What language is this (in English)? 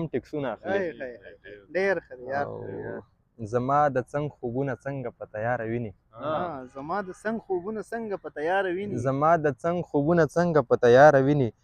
Pashto